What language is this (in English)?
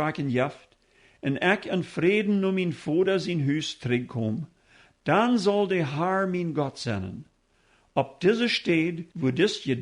Plautdietsch